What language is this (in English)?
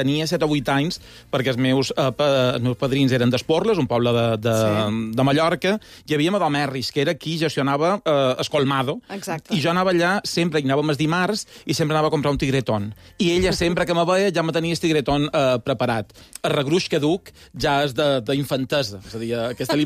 Catalan